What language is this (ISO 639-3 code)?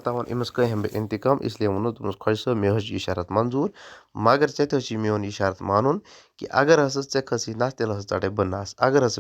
kas